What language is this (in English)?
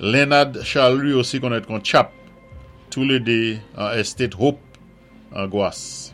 Saint Lucian Creole French